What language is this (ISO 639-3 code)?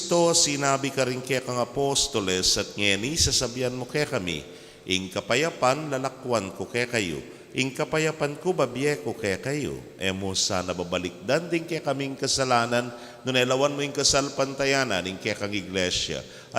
pam